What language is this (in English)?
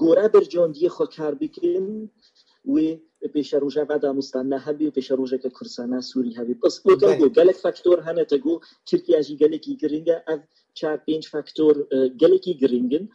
Kurdish